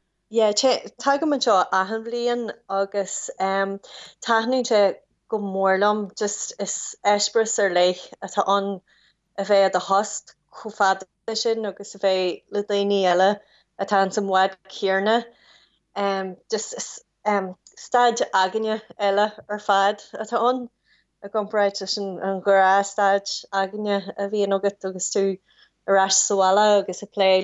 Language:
Irish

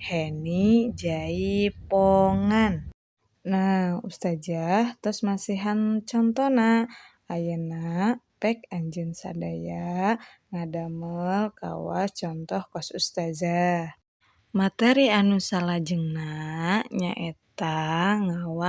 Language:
Sundanese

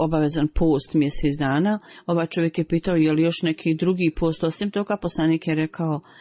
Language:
Bosnian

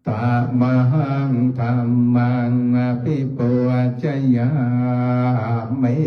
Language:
Pali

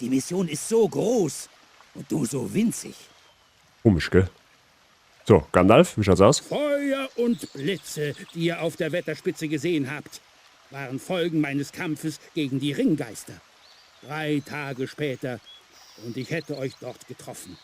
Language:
Bavarian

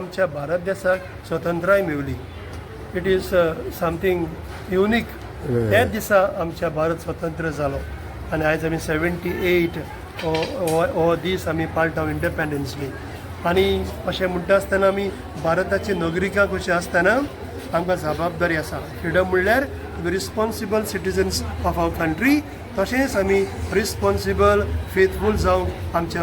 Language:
Konkani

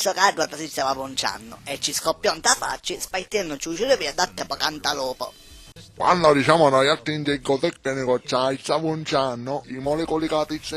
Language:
Sicilian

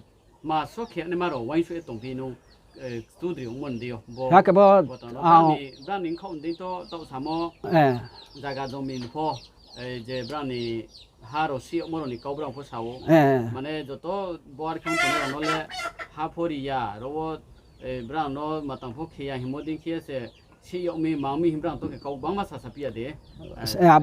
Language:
Riang (India)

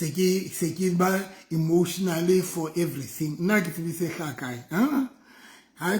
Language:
Southern Sotho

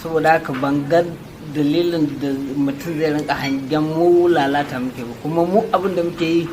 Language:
Hausa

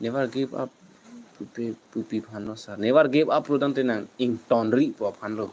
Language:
Karbi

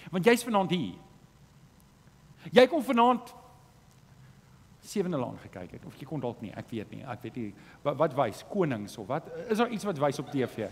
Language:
Afrikaans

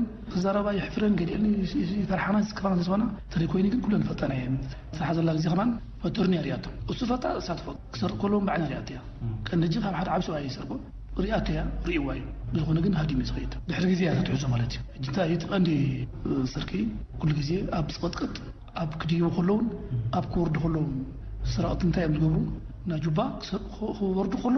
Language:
Tigrinya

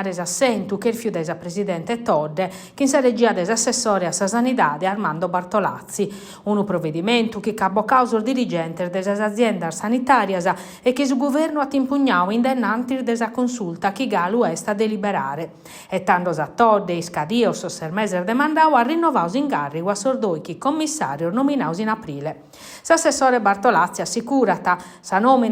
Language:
Sardinian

